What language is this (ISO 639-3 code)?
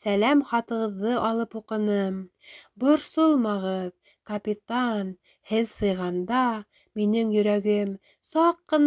bak